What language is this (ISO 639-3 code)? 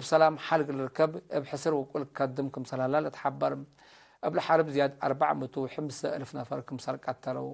tig